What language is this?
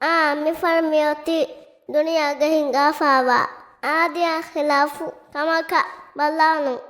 Divehi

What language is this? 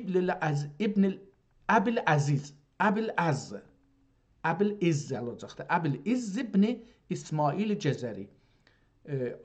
South Azerbaijani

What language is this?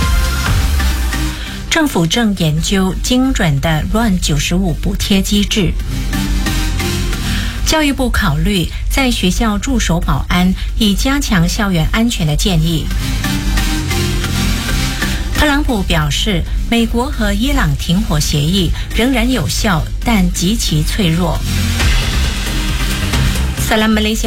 Chinese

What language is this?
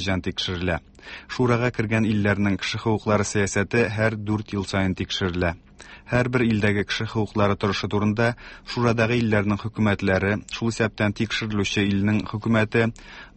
Tatar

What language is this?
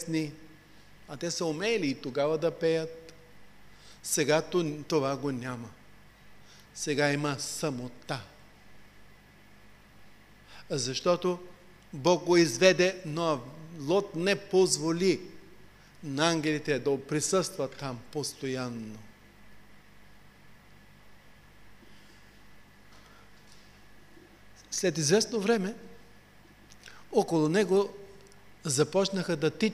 Bulgarian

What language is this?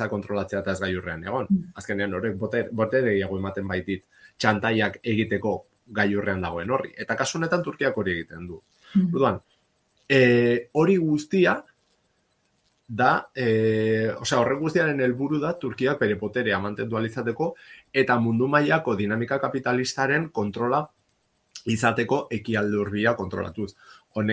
Basque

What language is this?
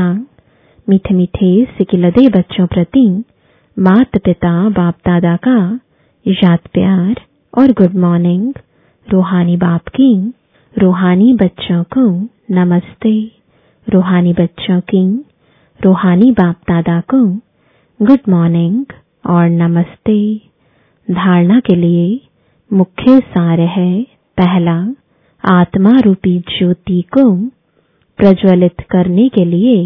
Hindi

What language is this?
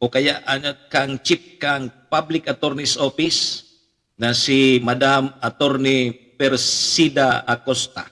Bikol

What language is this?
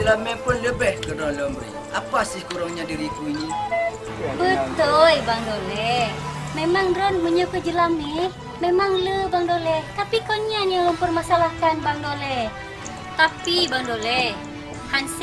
Achinese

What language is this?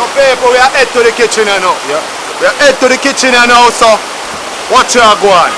Jamaican Creole English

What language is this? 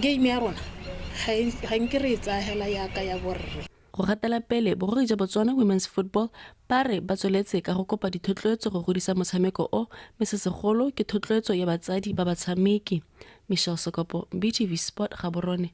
Tswana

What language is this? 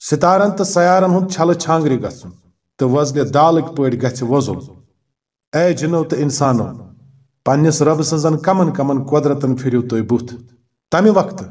Kashmiri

